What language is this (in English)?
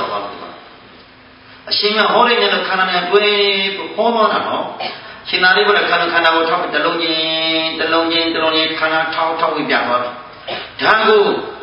Burmese